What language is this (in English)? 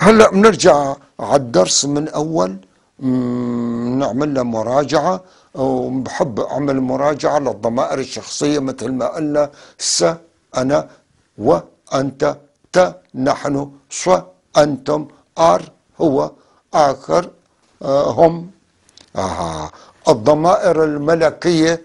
North Levantine Arabic